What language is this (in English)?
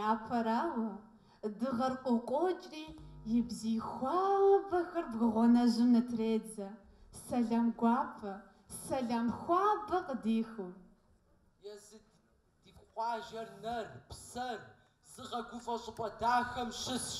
Kabardian